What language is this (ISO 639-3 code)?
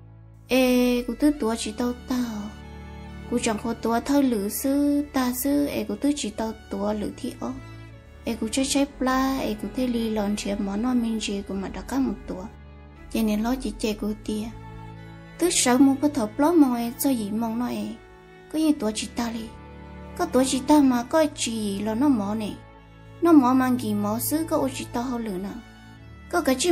hmn